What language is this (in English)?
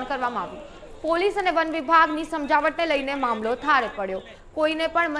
Gujarati